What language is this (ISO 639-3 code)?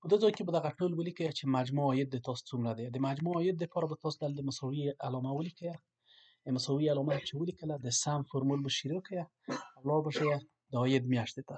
pus